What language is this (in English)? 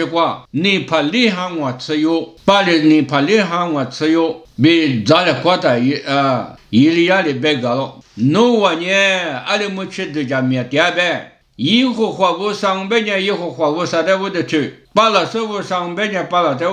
Lisu